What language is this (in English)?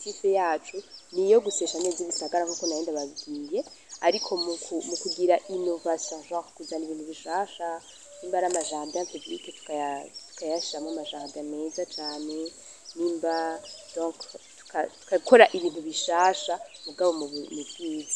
Rundi